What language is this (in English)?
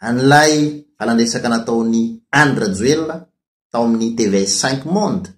Malagasy